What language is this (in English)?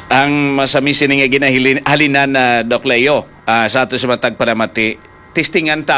Hiligaynon